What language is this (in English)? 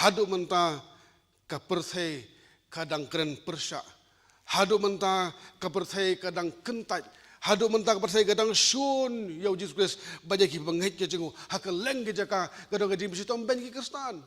Khasi